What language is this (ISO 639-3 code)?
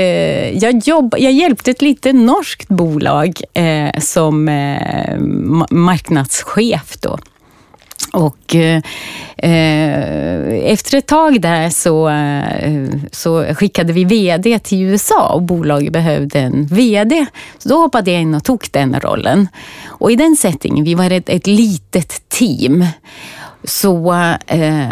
swe